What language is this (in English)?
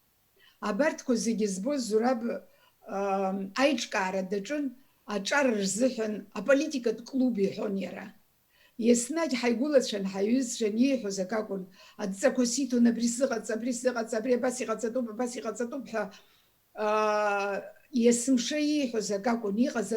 Abkhazian